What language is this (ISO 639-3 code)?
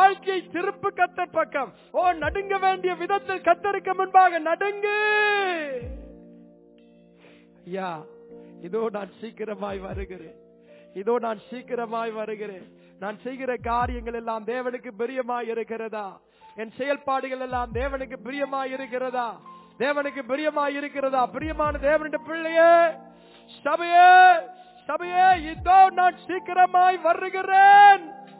tam